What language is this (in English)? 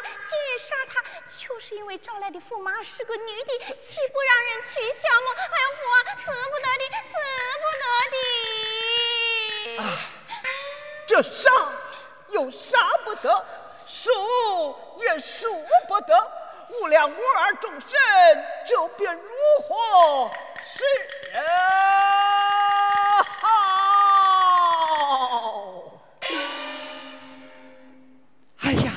Chinese